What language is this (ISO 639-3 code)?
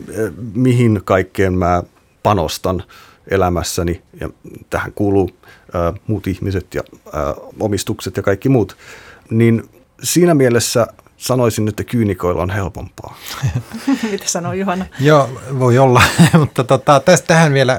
fin